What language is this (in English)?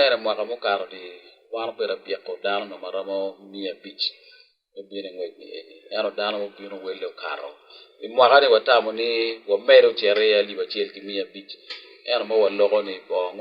Acoli